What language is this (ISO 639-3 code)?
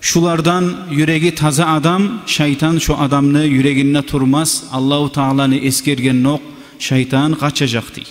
kum